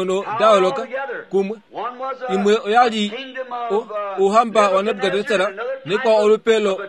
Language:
Kuanyama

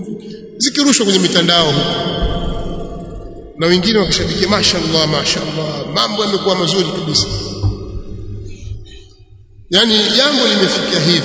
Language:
Swahili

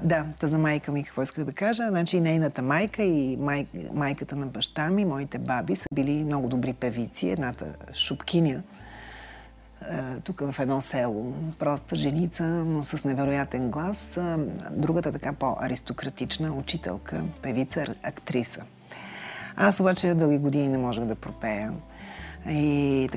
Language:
Bulgarian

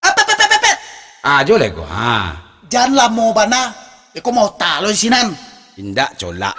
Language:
Minangkabau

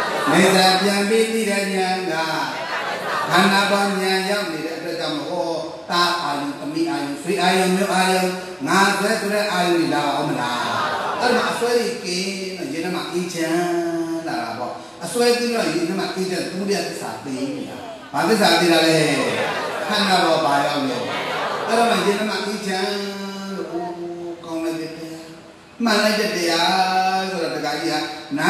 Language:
Burmese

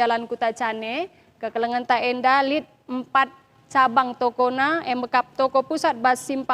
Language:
Batak Karo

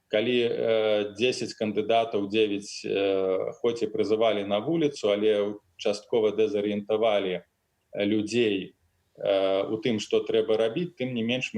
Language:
Belarusian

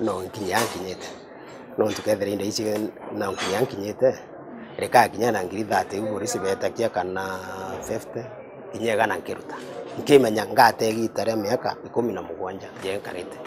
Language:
Meru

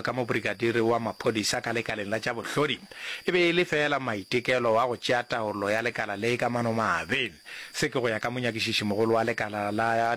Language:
Northern Sotho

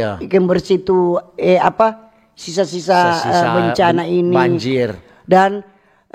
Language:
Manado Malay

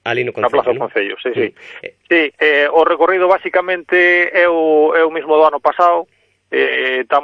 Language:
Galician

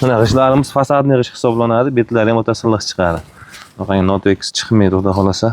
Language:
Uzbek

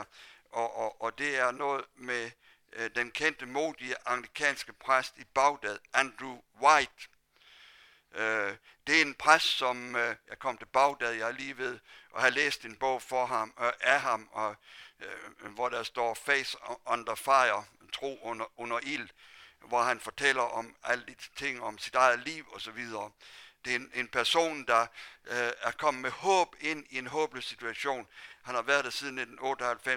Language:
Danish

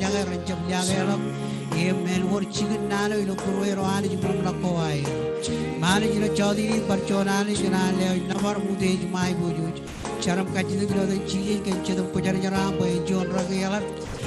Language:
Marshallese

